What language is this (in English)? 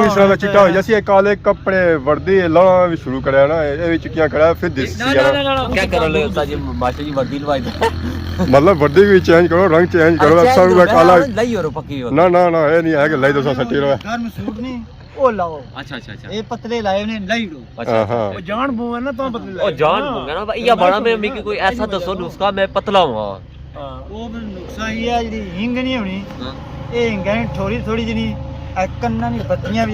Pahari-Potwari